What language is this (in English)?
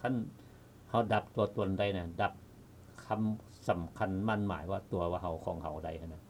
Lao